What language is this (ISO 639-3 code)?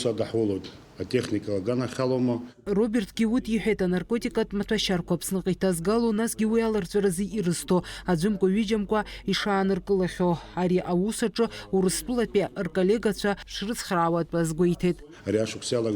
abk